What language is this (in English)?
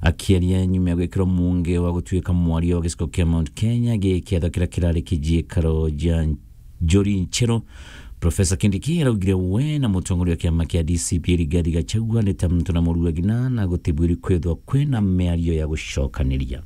Meru